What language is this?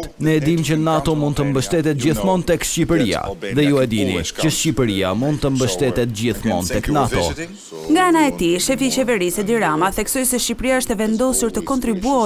Albanian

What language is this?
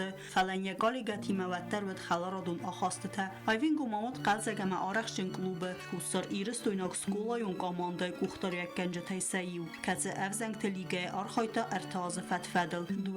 Ossetic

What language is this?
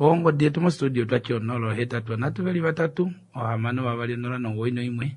Kuanyama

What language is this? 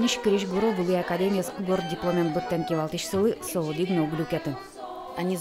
Udmurt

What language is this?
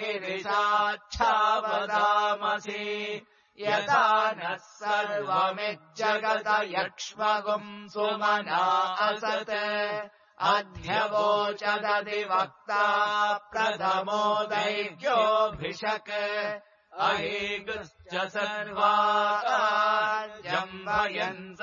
Sanskrit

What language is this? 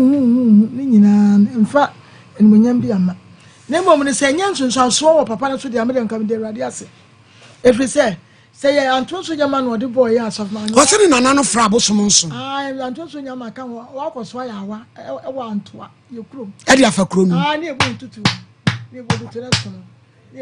Akan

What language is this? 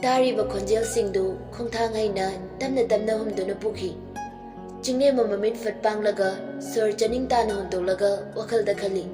Manipuri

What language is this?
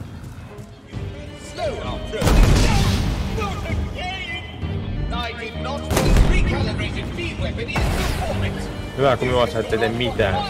Finnish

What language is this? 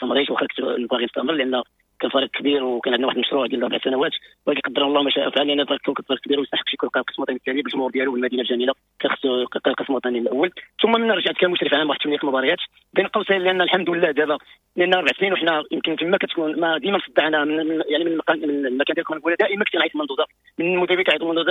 Moroccan Arabic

